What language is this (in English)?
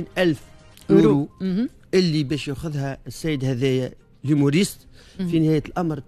Tunisian Arabic